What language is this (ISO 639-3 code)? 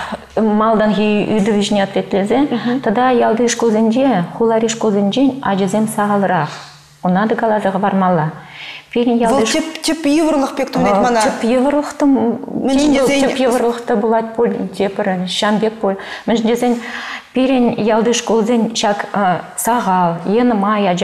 chv